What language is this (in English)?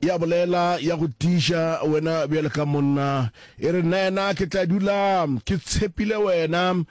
Northern Sotho